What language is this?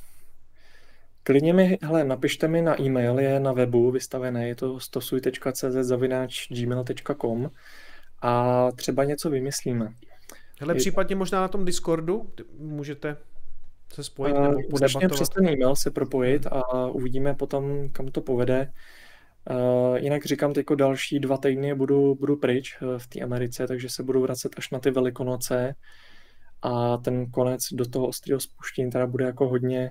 Czech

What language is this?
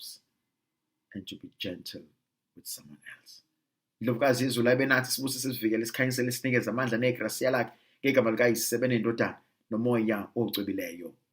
Zulu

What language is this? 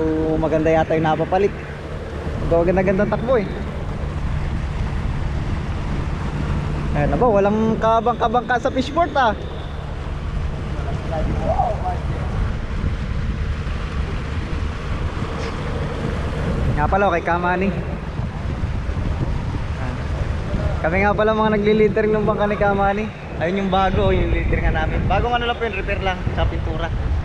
Filipino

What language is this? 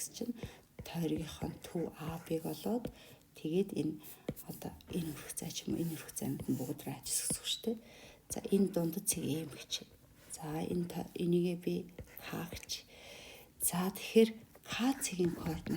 Mongolian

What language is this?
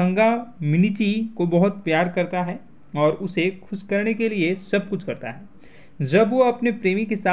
Hindi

